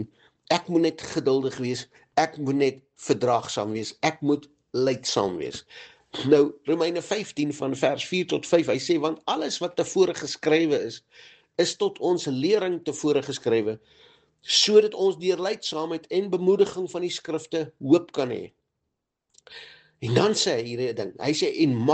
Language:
Afrikaans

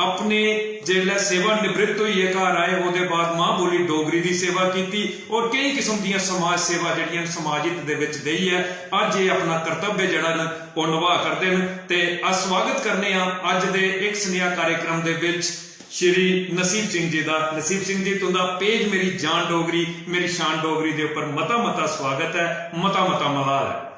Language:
Dogri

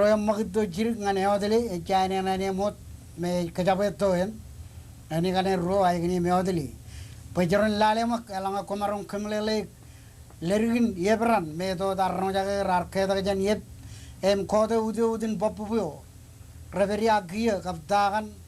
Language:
Marshallese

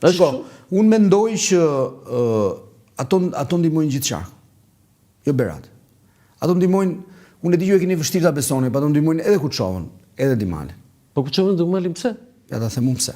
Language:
Albanian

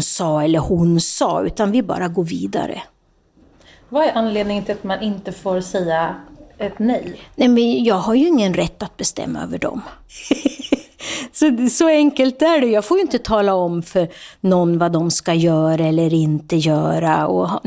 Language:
Swedish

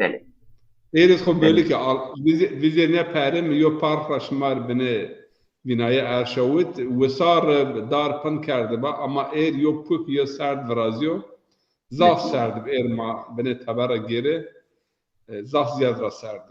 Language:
Zaza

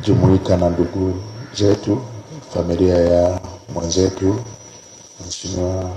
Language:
Swahili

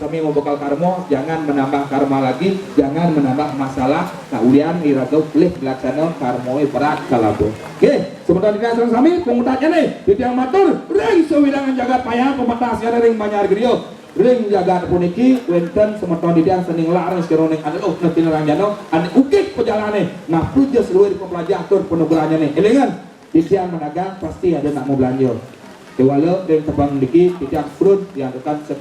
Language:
Balinese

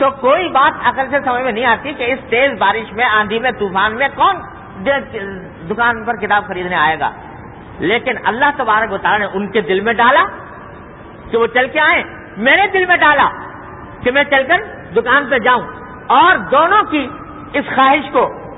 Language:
Urdu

